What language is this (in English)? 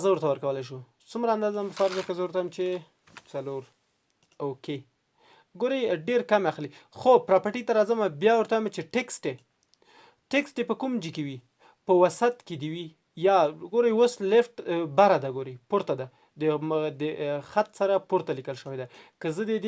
Pashto